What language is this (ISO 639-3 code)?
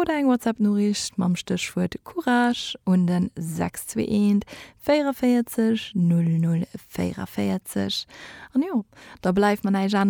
ltz